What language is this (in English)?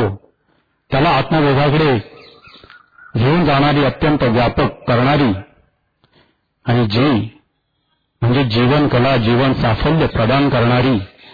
Marathi